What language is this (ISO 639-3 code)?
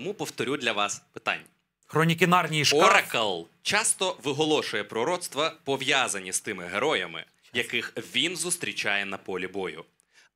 ukr